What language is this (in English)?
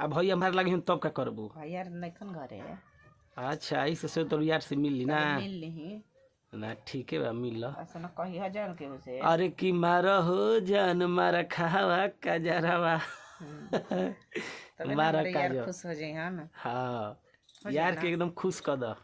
Bhojpuri